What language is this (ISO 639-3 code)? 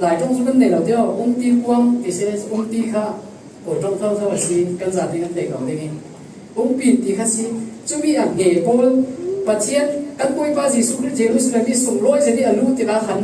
cfm